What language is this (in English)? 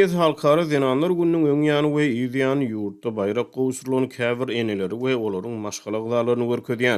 Turkmen